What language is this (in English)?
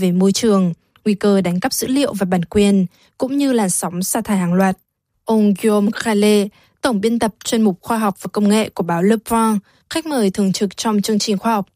Vietnamese